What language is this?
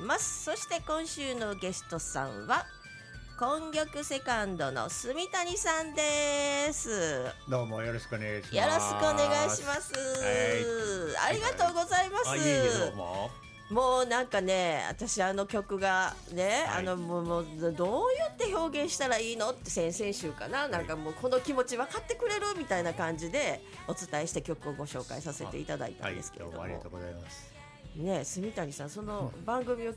Japanese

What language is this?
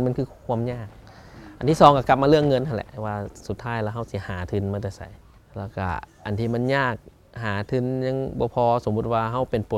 Lao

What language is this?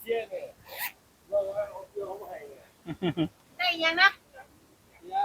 Northeastern Thai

